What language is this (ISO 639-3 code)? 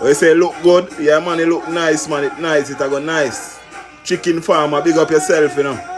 jam